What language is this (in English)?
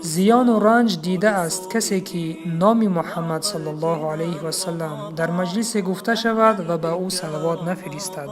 Tajik